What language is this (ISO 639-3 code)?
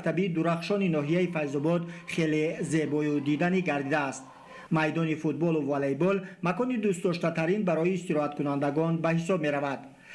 tgk